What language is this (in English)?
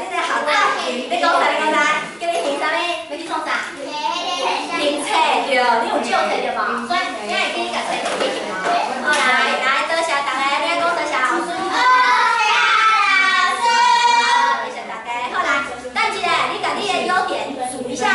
Min Nan Chinese